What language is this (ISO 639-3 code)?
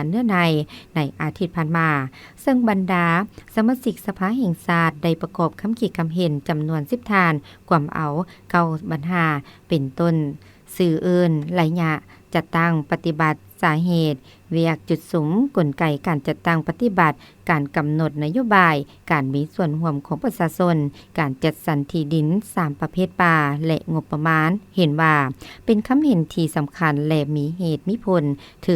lao